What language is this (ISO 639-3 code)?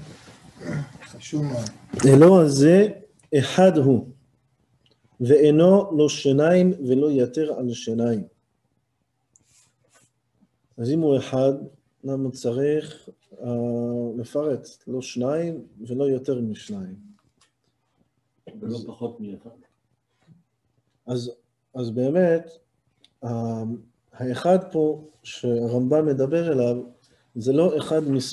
heb